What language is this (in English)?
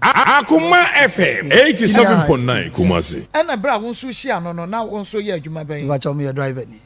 Akan